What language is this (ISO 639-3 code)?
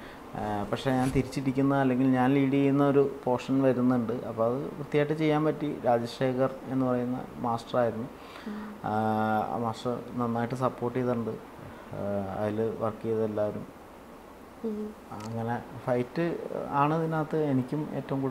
mal